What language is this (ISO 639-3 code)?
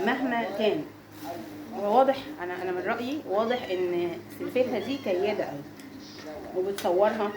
arz